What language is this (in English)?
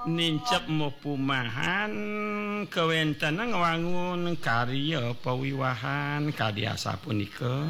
Balinese